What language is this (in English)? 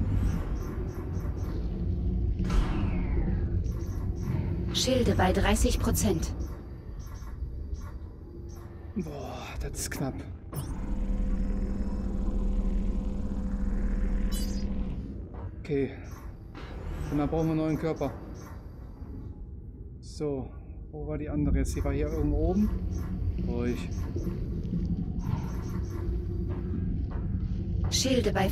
German